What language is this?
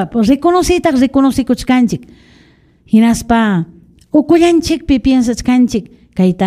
Ayacucho Quechua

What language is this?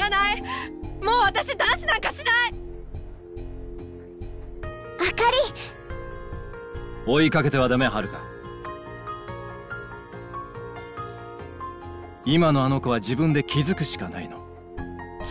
Japanese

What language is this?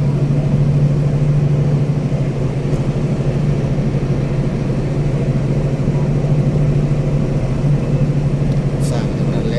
Lao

